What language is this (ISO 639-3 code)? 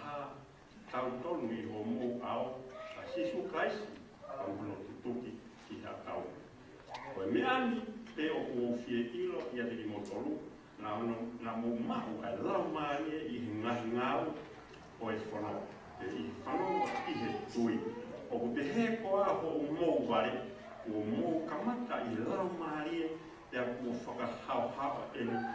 ton